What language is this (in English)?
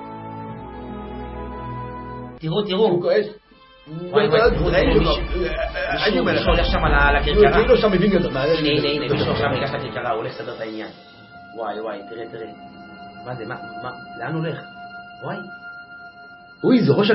Hebrew